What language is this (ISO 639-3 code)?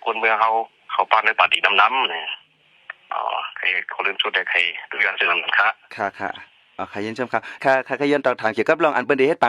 shn